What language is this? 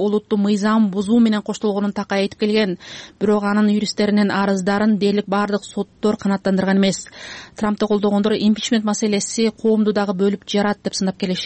Kyrgyz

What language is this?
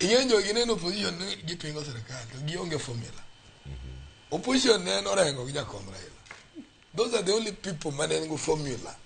Luo (Kenya and Tanzania)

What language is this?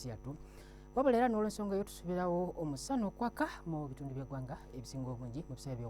Ganda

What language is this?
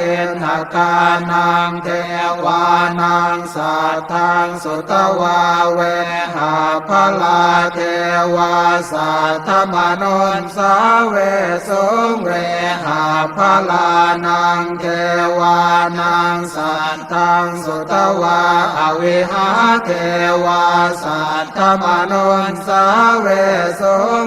Pali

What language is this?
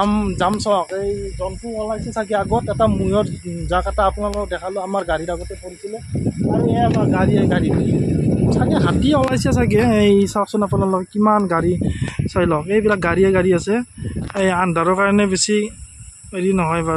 Assamese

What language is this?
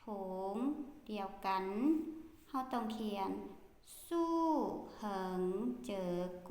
Lao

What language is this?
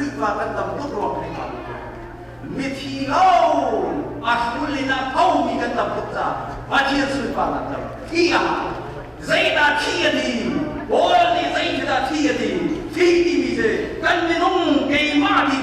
Hakha Chin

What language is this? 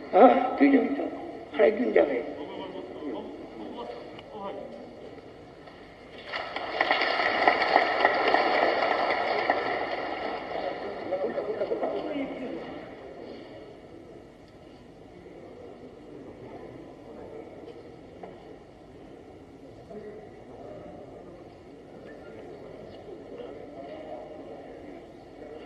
Bangla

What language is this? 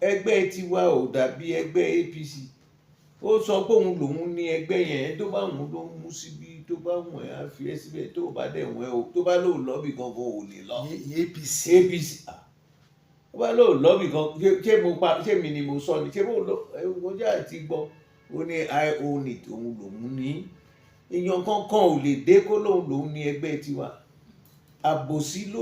Yoruba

